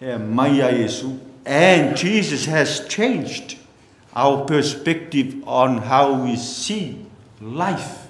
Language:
Samoan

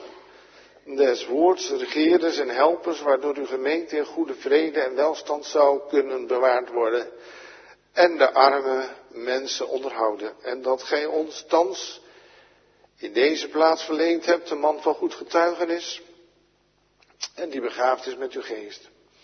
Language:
Dutch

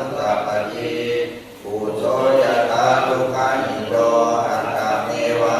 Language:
Pali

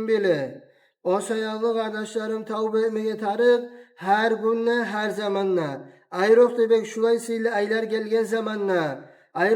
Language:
Kumyk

